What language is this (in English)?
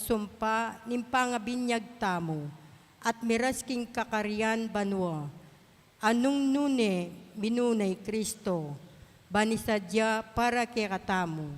Pampanga